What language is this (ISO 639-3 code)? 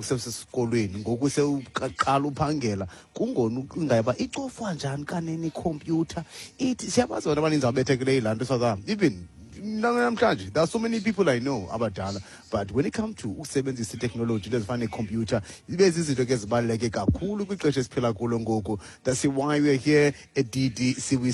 xho